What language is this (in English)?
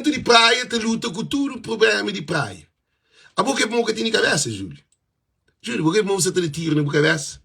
Kabuverdianu